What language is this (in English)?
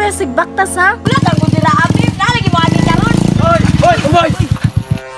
Cebuano